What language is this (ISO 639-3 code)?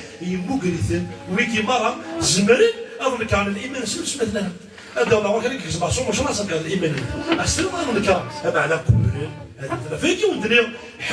kab